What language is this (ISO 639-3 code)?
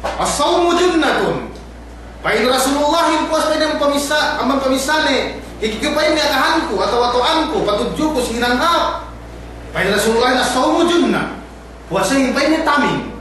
yka